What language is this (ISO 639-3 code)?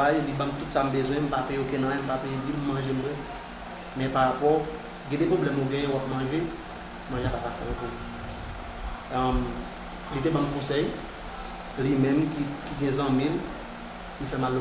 hat